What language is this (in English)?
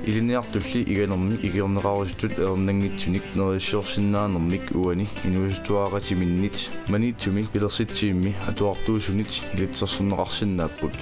Kalaallisut